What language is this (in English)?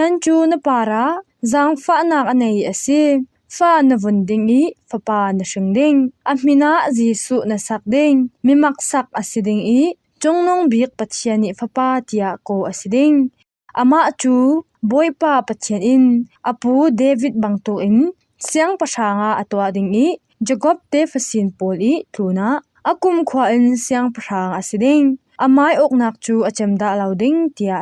Falam Chin